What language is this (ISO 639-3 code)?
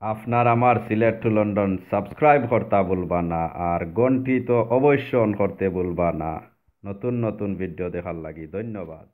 syl